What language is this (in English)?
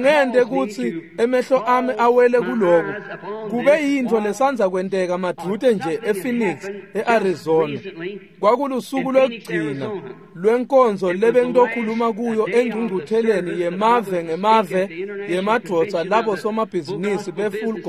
Swati